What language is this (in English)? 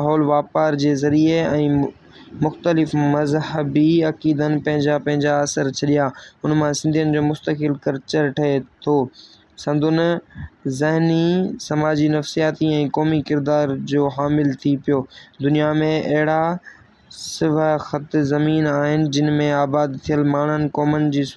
Sindhi